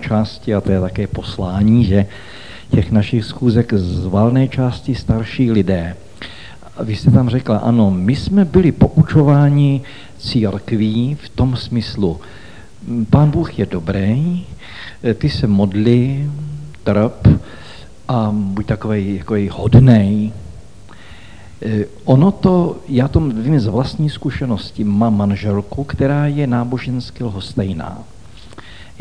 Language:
Czech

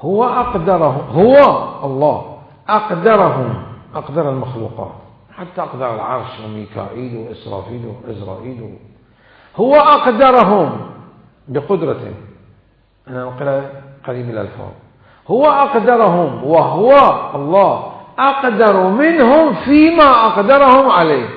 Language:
Mesopotamian Arabic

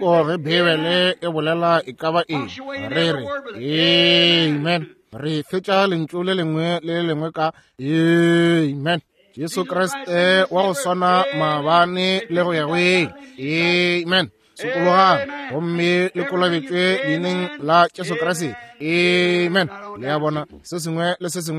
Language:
Northern Sotho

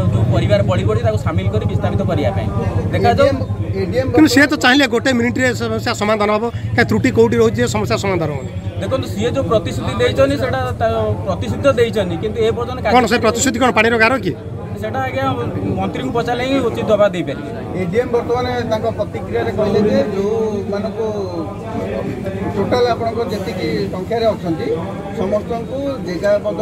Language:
Odia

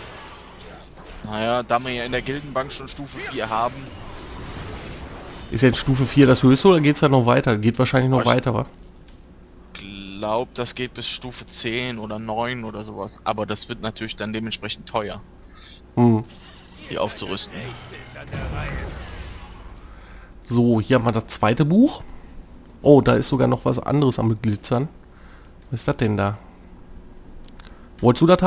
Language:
German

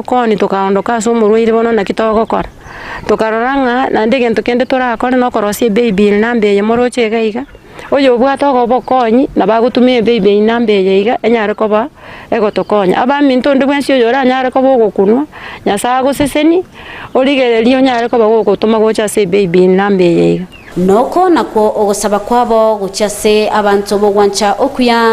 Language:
Gusii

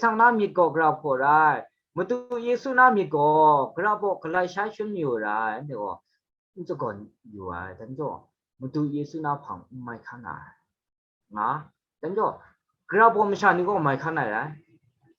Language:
Kachin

